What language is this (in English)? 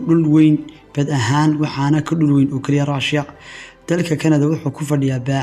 Somali